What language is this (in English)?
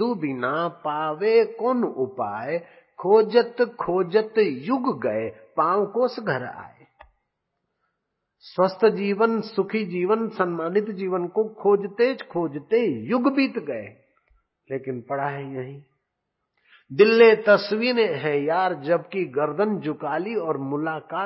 Hindi